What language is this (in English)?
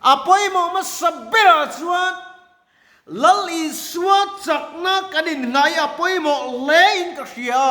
Mizo